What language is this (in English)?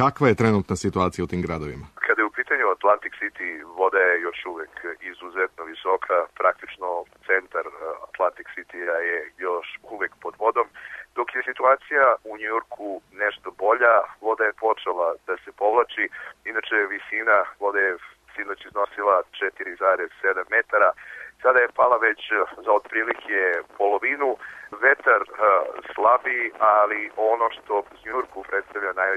Serbian